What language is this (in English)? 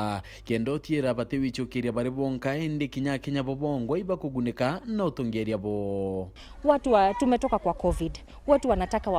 Meru